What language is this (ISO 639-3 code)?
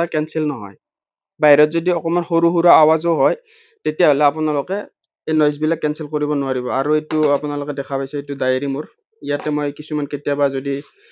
asm